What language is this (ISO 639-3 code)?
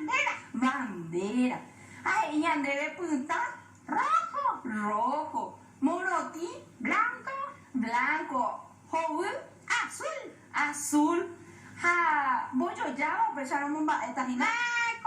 grn